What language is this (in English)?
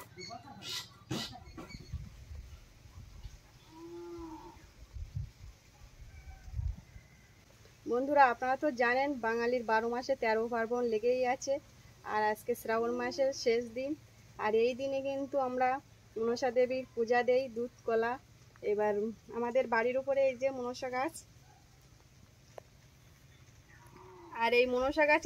Bangla